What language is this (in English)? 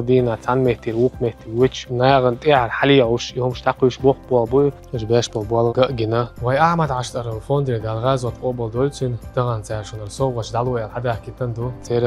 Chechen